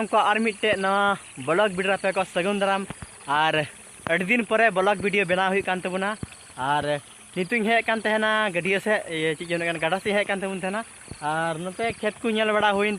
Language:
Santali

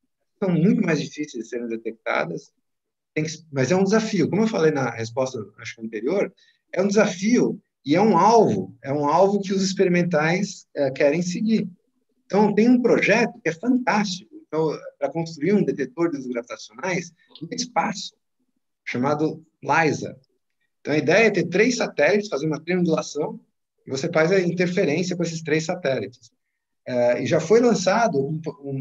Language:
Portuguese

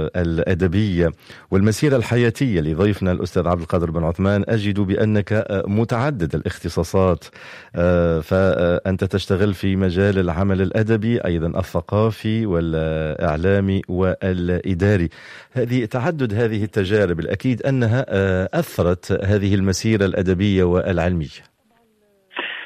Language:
Tunisian Arabic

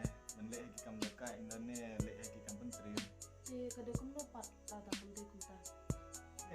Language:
Khasi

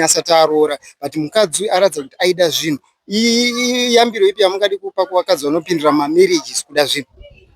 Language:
Shona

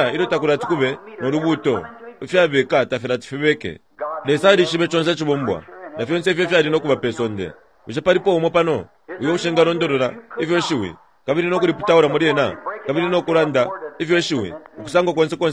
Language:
Bemba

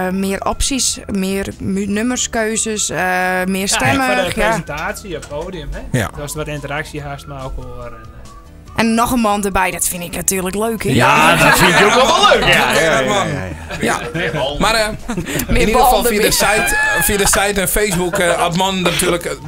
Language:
Western Frisian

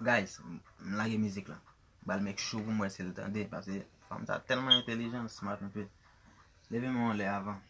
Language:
Haitian Creole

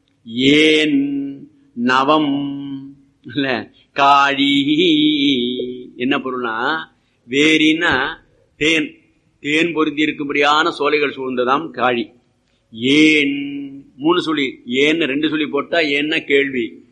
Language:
Tamil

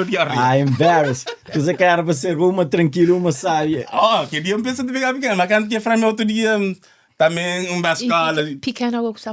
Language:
Kabuverdianu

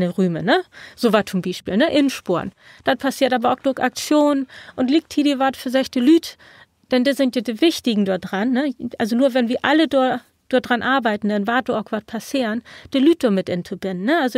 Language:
Low German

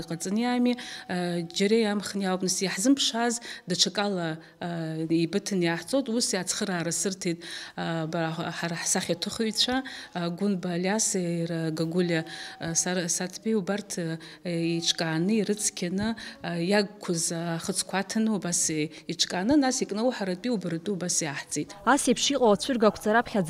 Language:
Abkhazian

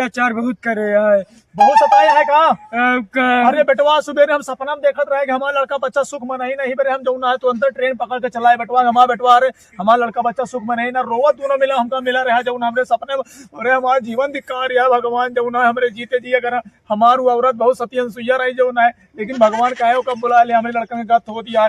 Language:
Awadhi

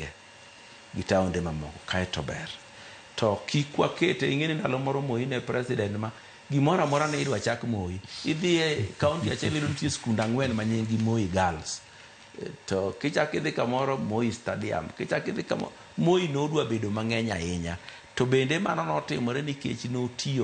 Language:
Luo (Kenya and Tanzania)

